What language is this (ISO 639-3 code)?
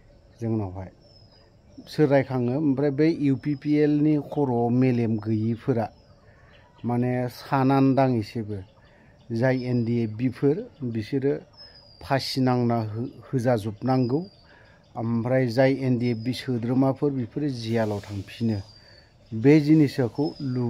brx